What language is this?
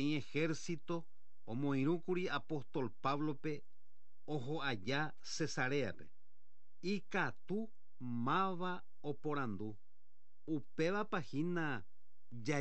Guarani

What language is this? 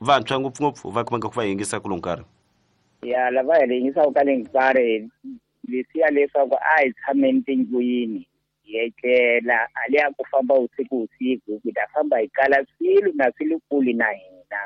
Tsonga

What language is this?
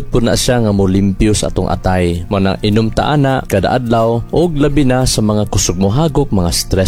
Cebuano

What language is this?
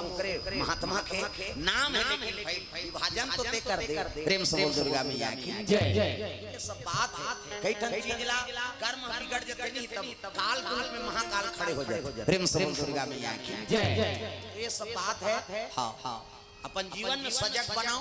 Chhattisgarhi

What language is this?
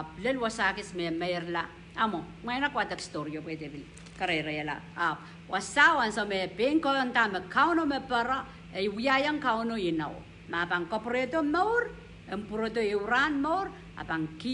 Pohnpeian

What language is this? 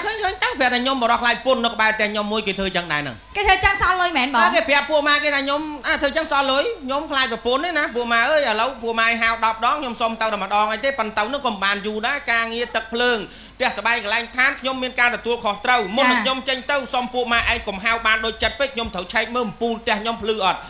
Khmer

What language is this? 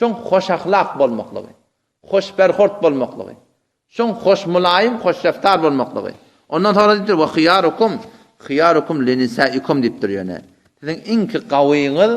Turkmen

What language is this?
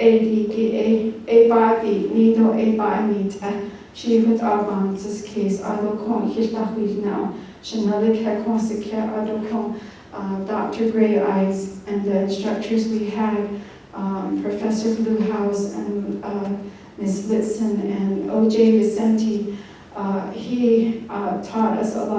Navajo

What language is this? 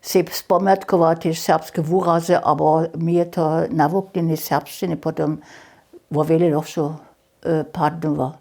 Upper Sorbian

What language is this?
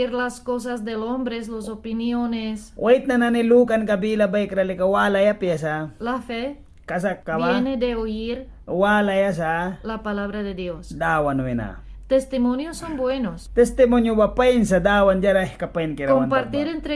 Mískito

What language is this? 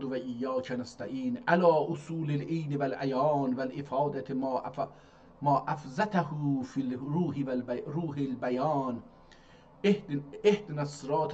South Azerbaijani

